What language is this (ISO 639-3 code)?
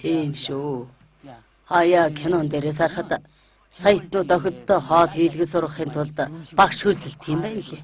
mon